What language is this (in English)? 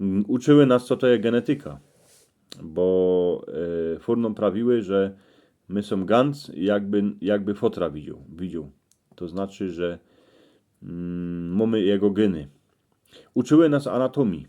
Silesian